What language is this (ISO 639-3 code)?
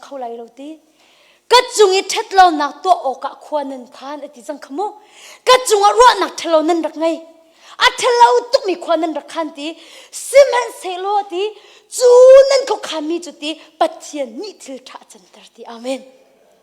cnh